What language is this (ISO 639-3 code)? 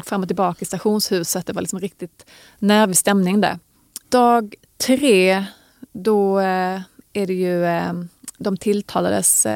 swe